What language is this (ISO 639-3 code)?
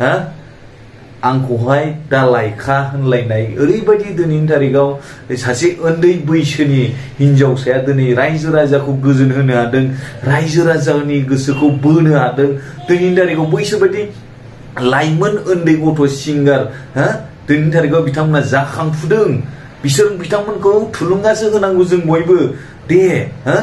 brx